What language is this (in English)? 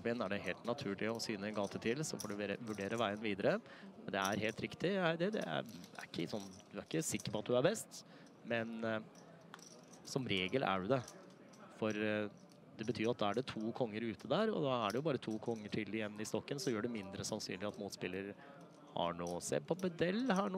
Norwegian